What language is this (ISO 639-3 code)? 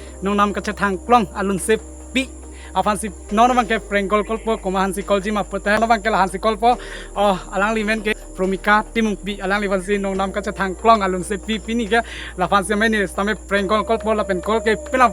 mjw